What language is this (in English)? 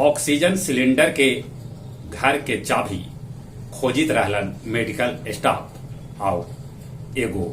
Magahi